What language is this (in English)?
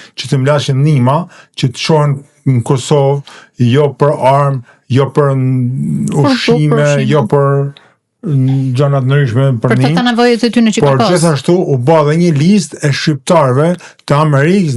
Albanian